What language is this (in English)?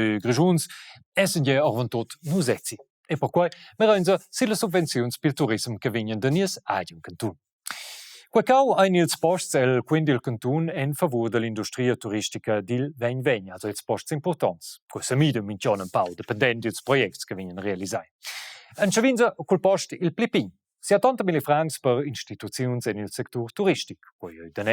Romansh